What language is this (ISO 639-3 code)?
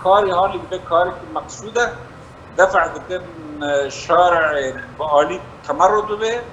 kur